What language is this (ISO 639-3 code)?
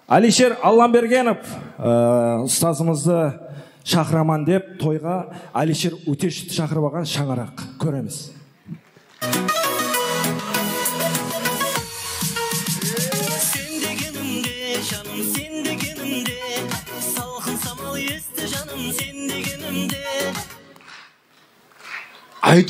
kaz